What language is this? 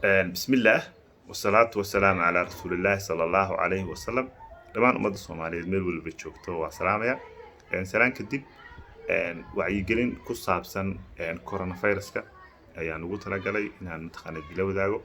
Somali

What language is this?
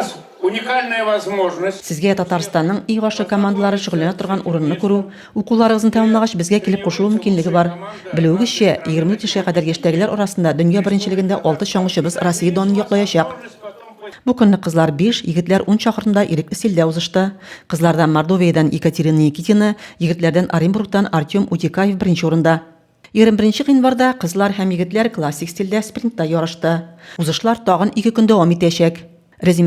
Tatar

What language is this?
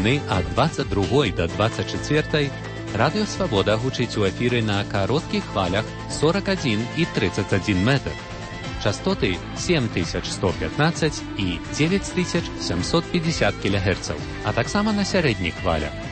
Belarusian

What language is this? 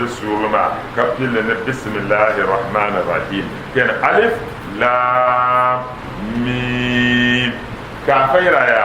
Dagbani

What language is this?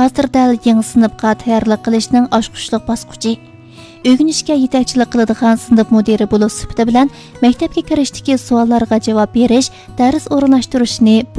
Uyghur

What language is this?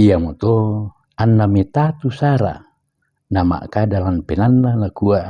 Toraja-Sa'dan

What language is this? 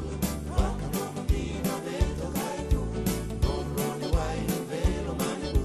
Fijian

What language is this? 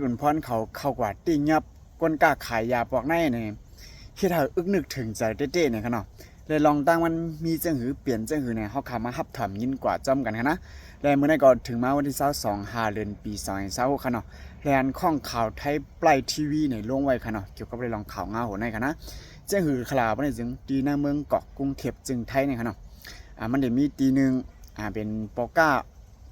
Shan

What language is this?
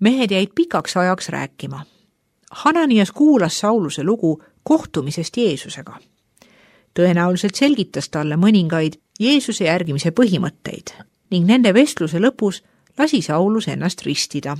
Estonian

